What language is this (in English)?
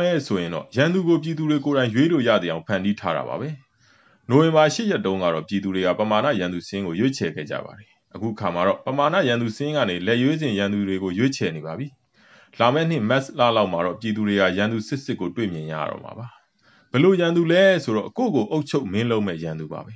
Burmese